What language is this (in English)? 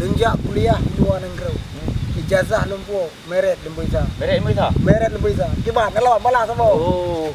Achinese